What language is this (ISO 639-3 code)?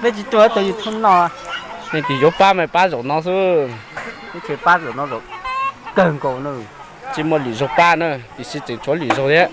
hmn